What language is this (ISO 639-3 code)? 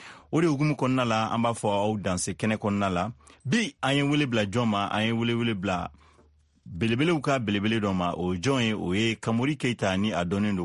bam